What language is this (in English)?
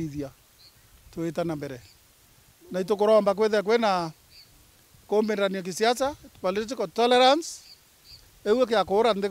Meru